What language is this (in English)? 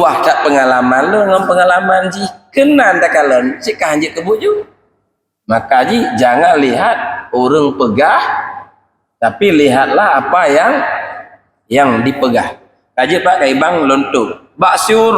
Achinese